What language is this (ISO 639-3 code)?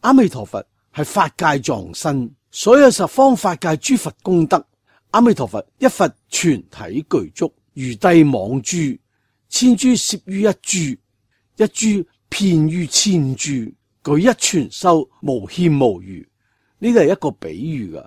yue